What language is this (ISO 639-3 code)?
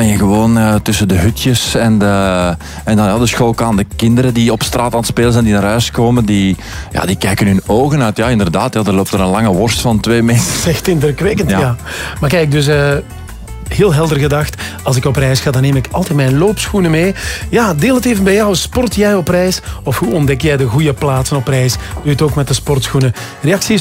nld